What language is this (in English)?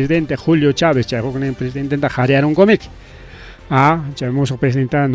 Ayacucho Quechua